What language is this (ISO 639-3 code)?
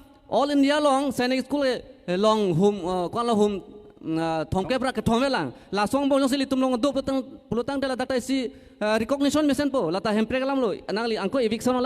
mjw